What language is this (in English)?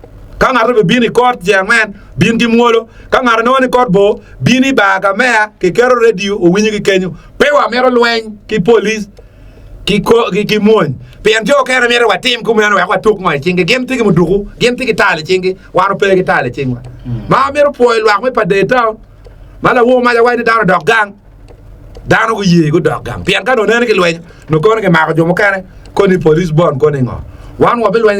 Acoli